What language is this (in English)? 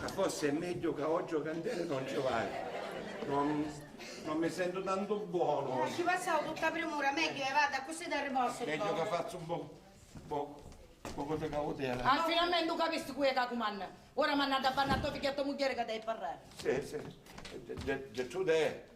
Sicilian